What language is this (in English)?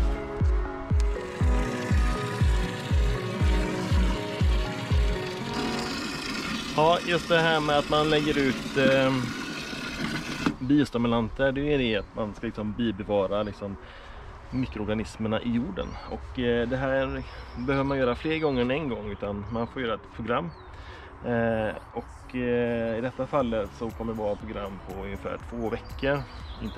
Swedish